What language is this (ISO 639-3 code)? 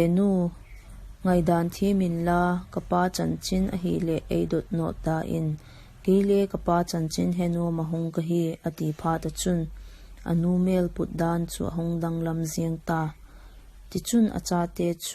vap